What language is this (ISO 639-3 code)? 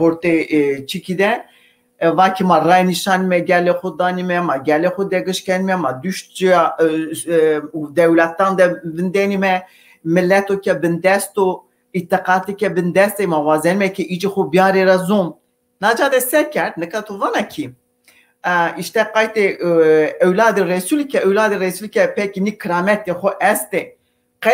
zza